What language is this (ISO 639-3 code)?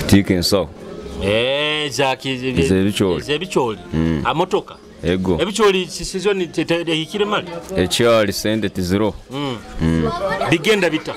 nyo